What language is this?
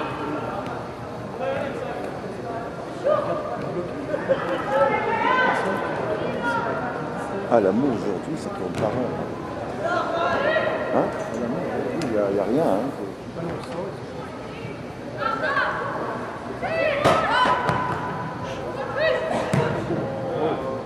French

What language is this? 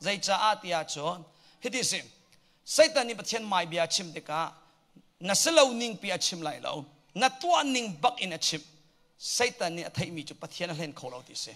Hakha Chin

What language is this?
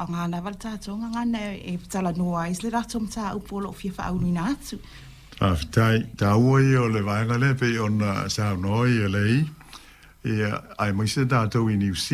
Samoan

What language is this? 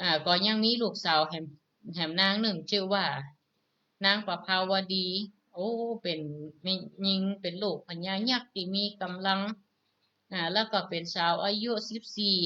Northern Thai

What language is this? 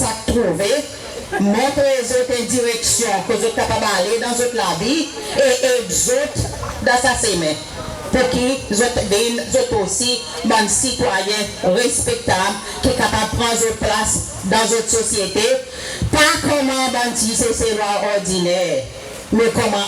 Seselwa Creole French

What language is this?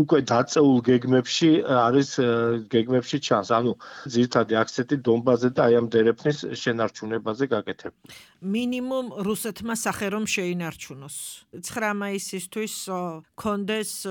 Georgian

